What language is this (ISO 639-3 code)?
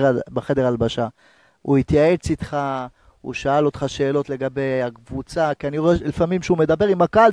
heb